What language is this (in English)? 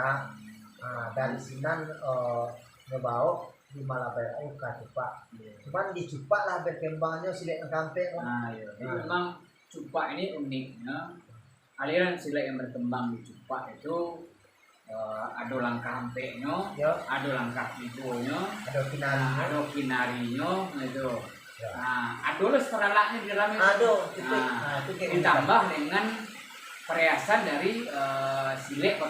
Minangkabau